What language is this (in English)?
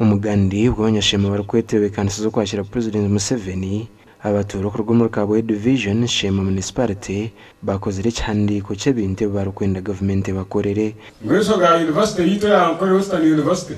Nyankole